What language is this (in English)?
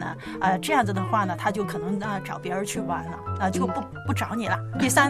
Chinese